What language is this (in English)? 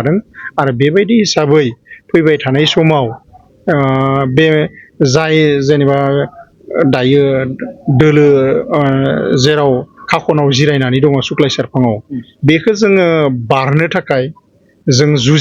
Bodo